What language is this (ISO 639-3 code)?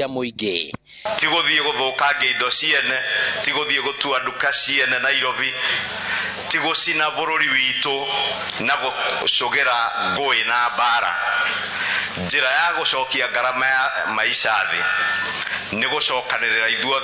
kik